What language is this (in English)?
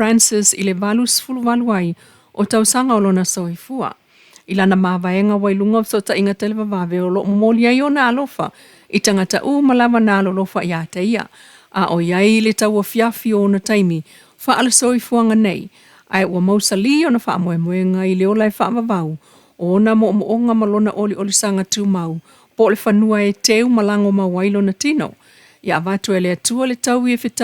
Samoan